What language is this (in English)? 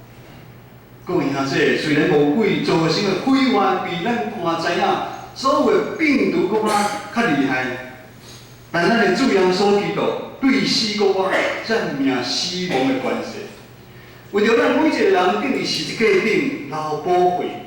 Min Nan Chinese